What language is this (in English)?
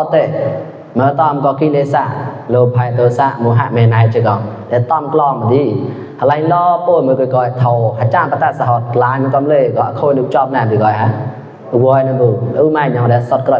Mon